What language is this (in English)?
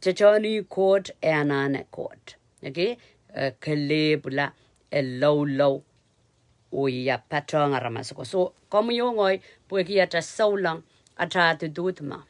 Pohnpeian